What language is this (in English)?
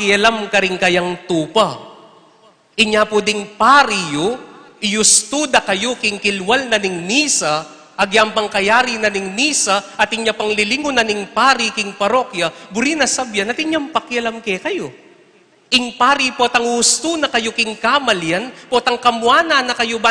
Pampanga